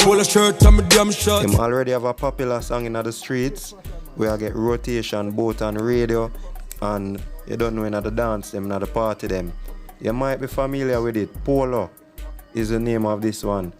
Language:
Jamaican Creole English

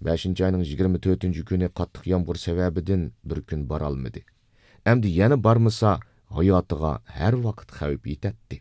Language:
Uyghur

